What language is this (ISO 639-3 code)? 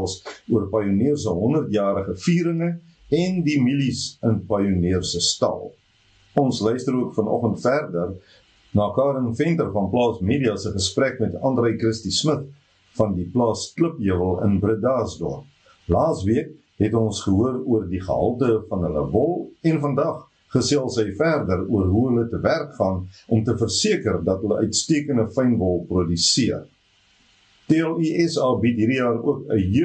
afr